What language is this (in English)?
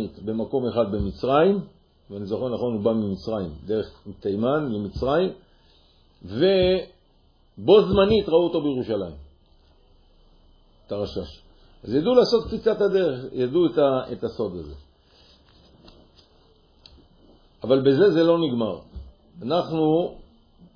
Hebrew